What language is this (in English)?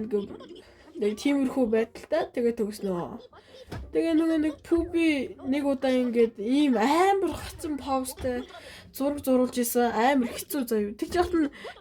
Mongolian